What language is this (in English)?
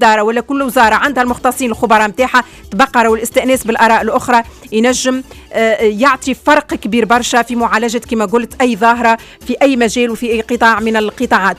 Tunisian Arabic